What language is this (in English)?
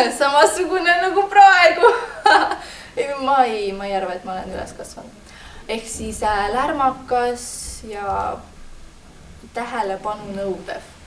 Estonian